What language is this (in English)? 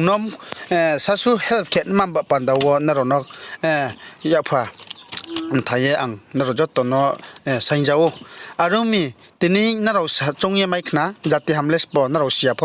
Riang (India)